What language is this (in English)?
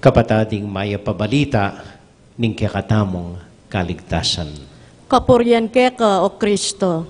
Pampanga